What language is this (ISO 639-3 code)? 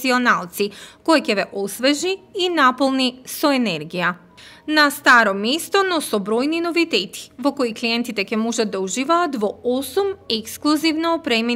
mkd